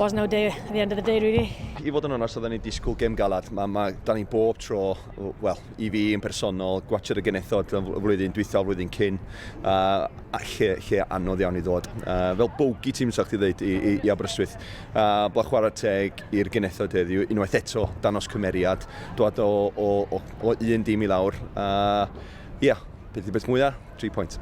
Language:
Welsh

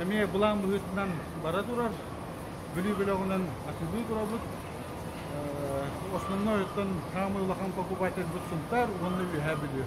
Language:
Yakut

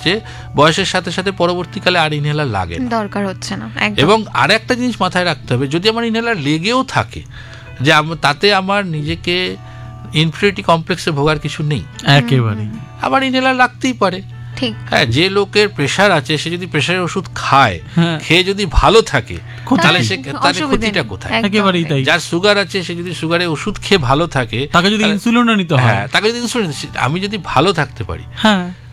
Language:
Bangla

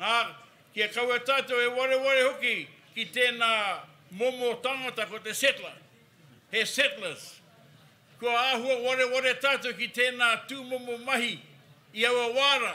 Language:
Māori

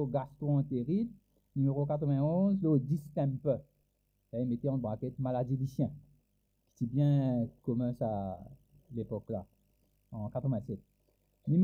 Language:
Morisyen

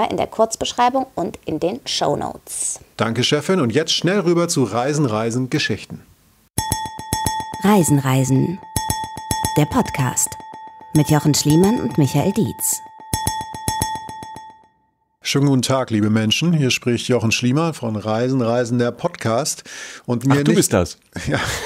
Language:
German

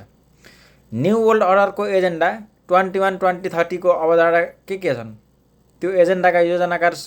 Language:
Nepali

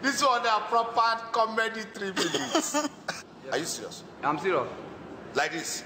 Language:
Nigerian Pidgin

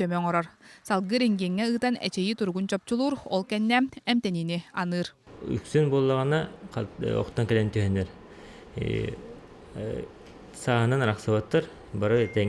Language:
Yakut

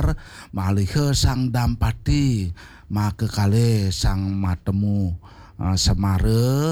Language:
Balinese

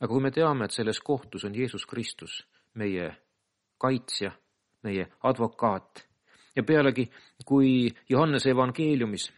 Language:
Estonian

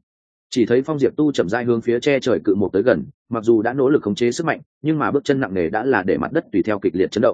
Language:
Vietnamese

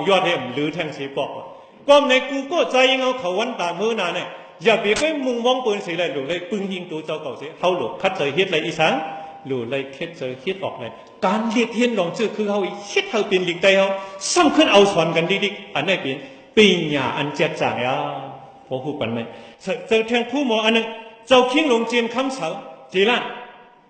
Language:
Shan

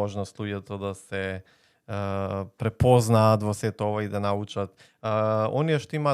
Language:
Macedonian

